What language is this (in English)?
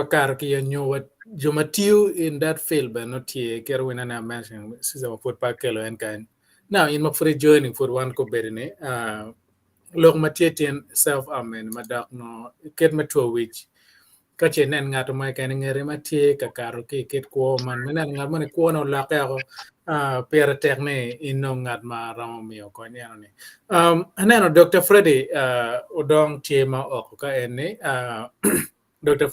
Acoli